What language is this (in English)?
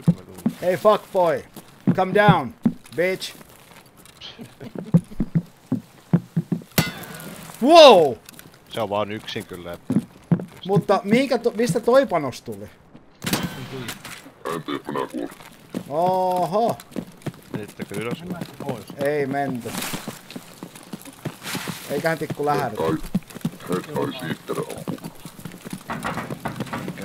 Finnish